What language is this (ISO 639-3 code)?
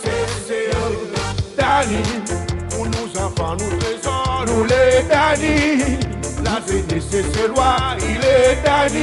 crs